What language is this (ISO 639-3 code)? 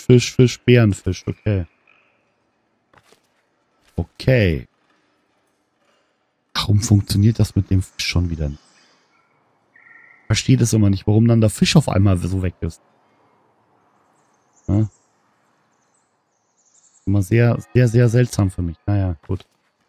deu